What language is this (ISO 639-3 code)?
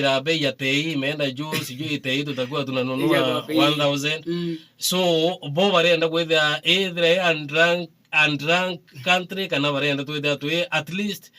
mer